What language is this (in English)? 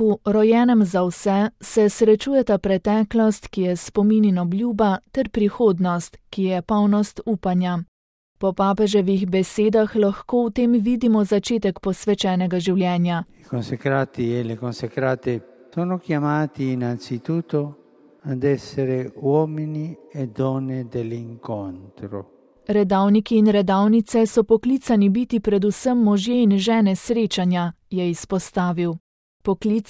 Slovenian